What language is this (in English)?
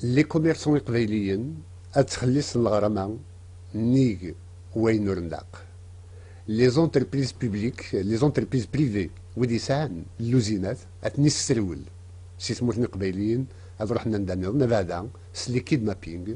Kabyle